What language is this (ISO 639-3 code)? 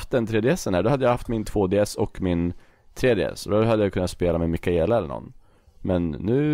swe